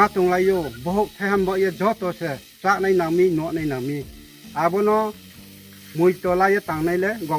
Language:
Riang (India)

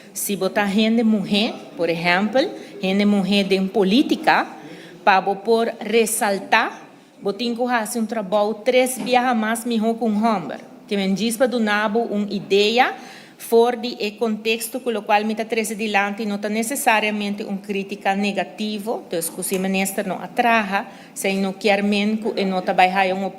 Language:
Papiamento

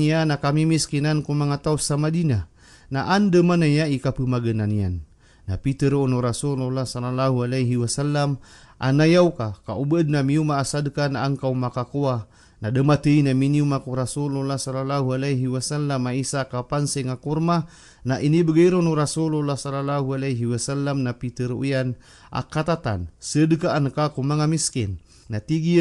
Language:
Maranao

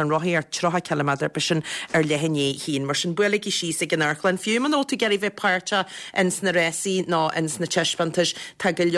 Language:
Irish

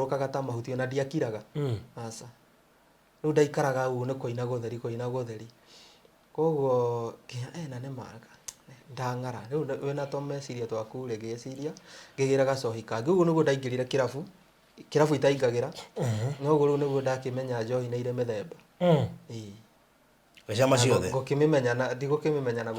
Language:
Kikuyu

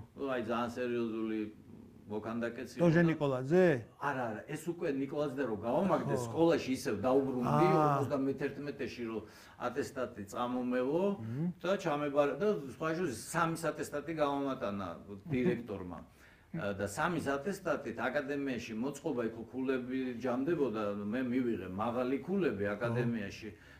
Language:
Georgian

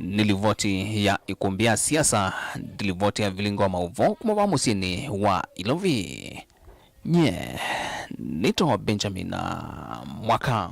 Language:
Kamba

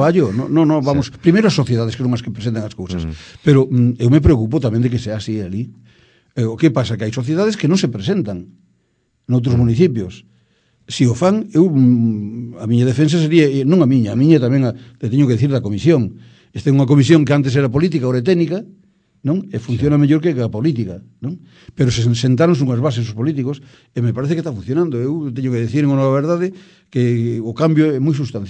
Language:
Galician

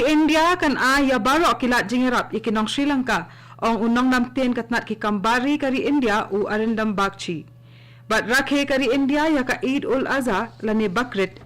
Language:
Khasi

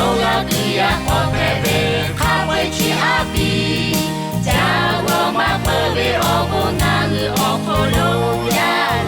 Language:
Lahu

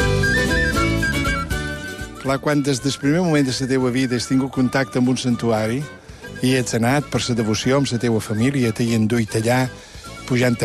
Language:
Catalan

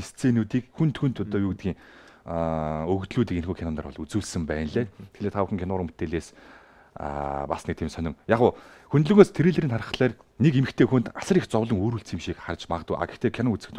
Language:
Mongolian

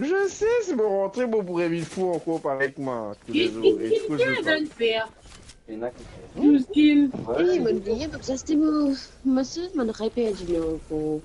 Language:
Morisyen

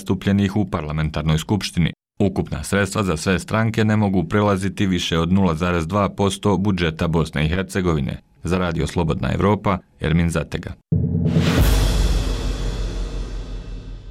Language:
Bosnian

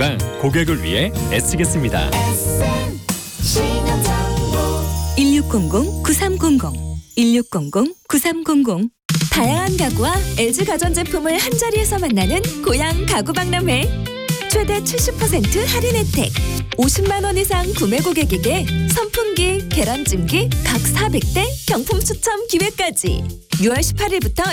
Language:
Korean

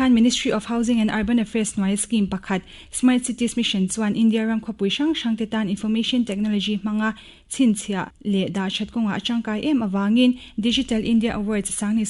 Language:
Mizo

